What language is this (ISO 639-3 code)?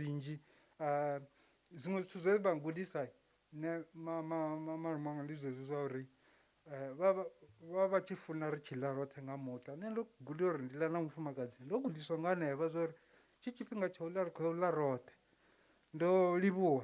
ven